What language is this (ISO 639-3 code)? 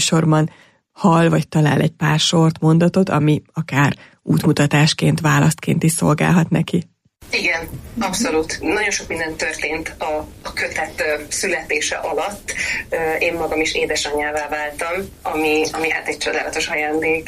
hun